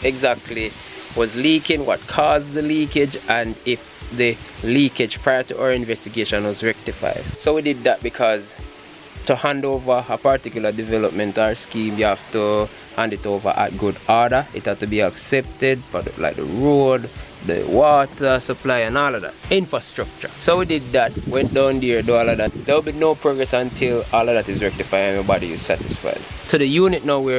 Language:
Jamaican Creole English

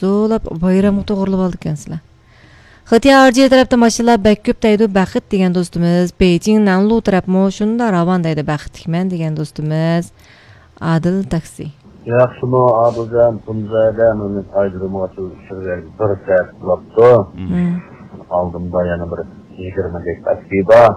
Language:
Uyghur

